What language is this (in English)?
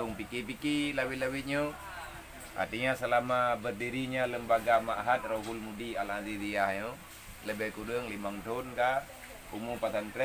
Achinese